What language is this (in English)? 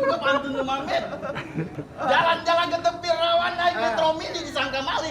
Betawi